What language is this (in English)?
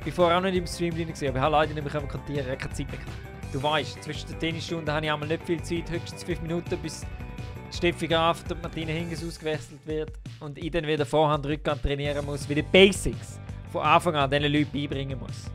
Swiss German